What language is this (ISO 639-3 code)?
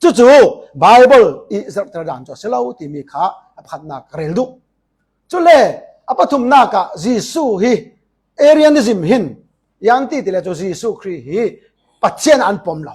cfm